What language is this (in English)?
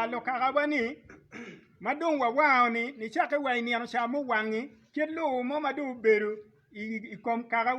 Acoli